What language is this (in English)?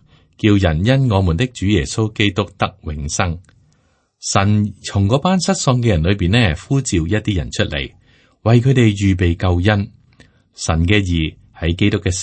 Cantonese